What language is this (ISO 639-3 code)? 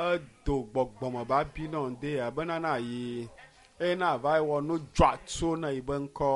ewe